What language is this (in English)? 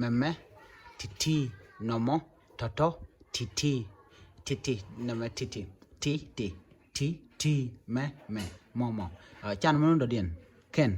Nuer